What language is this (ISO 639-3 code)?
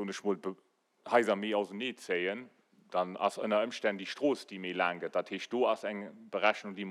ltz